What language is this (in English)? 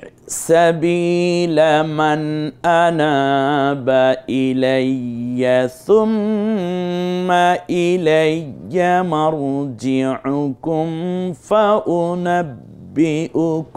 Bangla